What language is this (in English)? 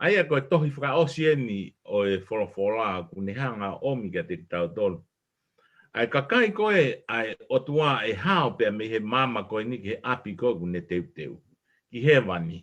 Tongan